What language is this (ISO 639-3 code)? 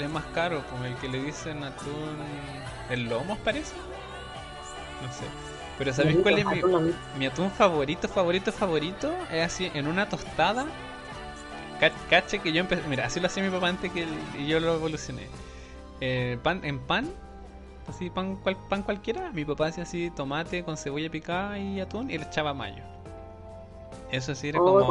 spa